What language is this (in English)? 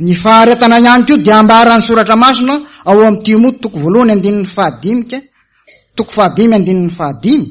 Malagasy